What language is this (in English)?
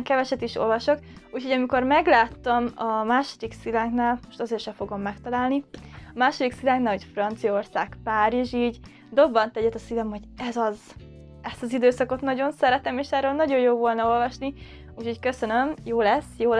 Hungarian